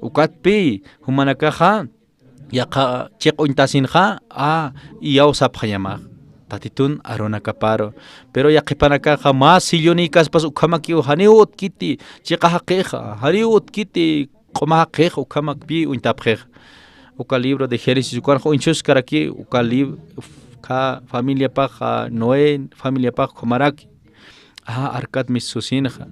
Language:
Aymara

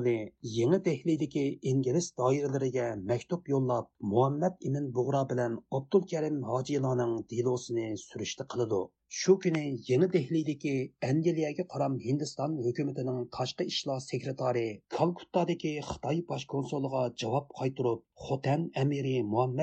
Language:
Uyghur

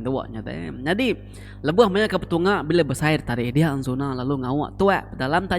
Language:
Iban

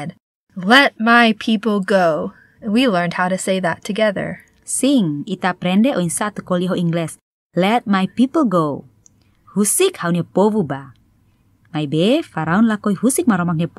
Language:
Tetum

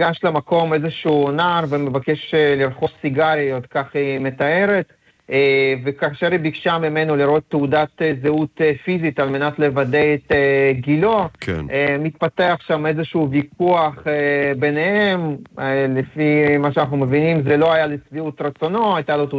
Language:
Hebrew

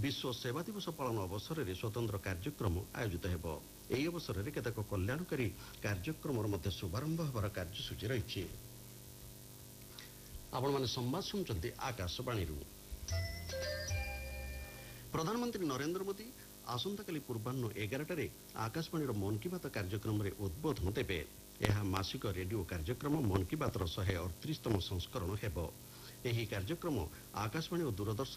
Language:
Odia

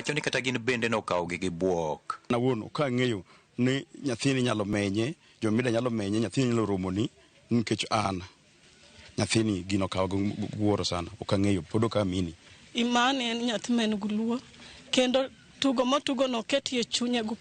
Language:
Luo (Kenya and Tanzania)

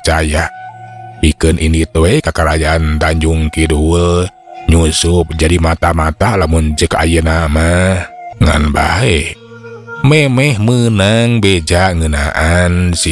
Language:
Sundanese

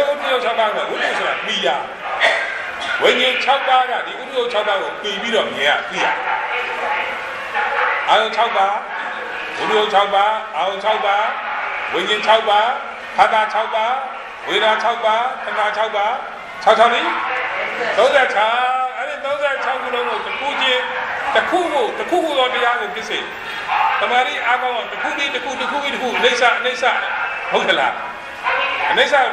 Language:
Burmese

